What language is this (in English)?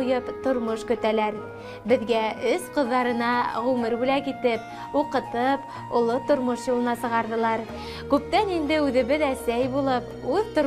Bashkir